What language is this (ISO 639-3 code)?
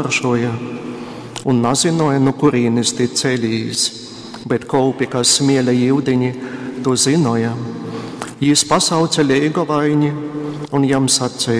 ltg